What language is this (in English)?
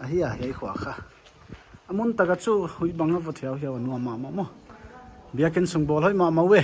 Paite Chin